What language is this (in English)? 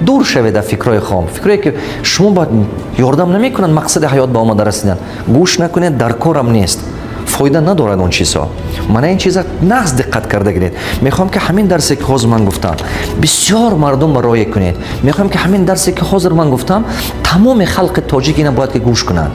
Tajik